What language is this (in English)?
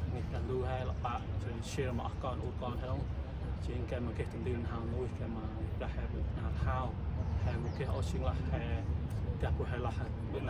Central Mnong